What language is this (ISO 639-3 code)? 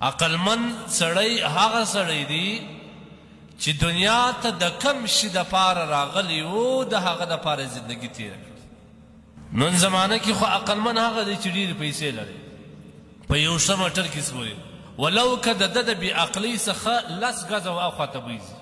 pus